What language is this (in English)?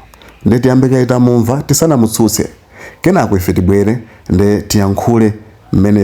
Nyanja